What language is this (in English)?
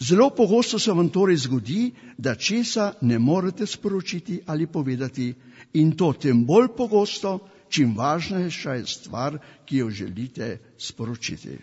Slovenian